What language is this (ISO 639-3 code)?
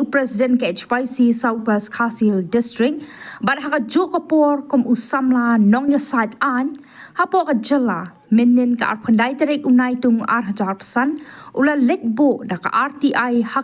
kha